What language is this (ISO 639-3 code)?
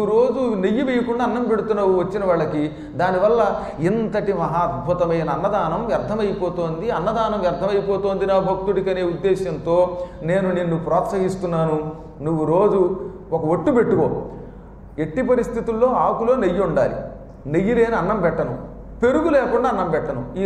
tel